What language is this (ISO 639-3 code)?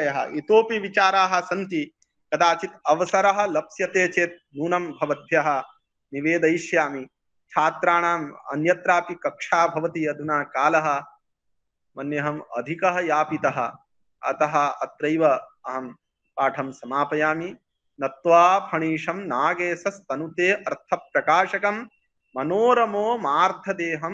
san